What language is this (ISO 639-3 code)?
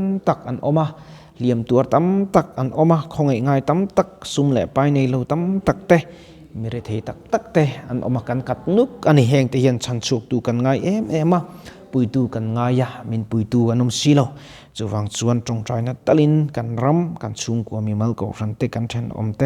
lus